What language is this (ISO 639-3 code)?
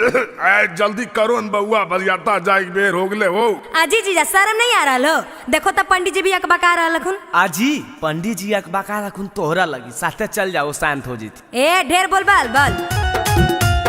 mag